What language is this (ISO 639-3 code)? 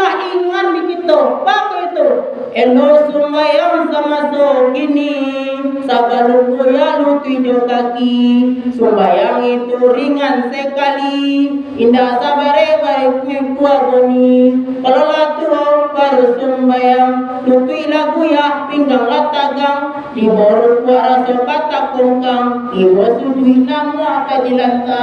min